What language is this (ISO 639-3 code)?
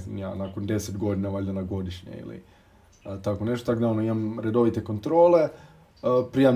hrv